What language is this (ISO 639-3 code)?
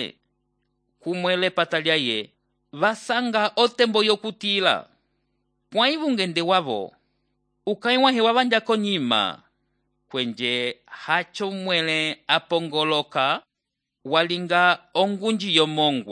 umb